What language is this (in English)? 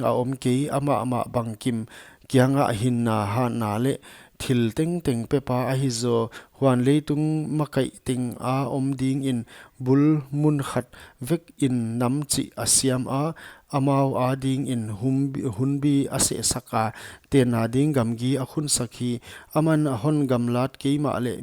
Paite Chin